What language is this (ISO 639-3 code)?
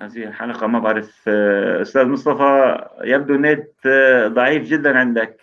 apc